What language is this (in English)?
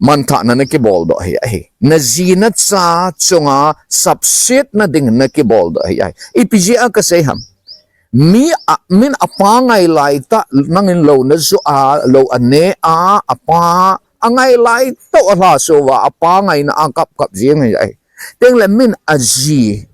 Thado Chin